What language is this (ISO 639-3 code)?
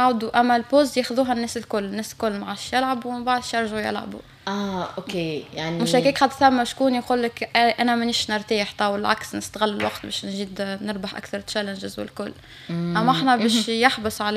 aeb